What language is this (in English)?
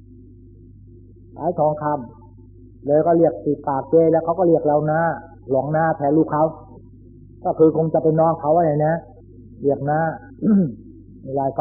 Thai